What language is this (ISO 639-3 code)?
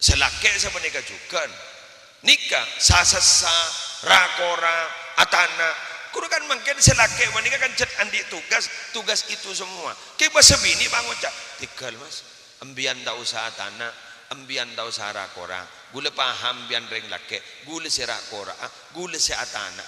mad